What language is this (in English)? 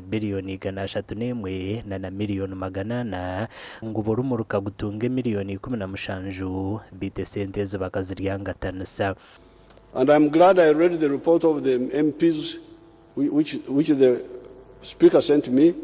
Nyankole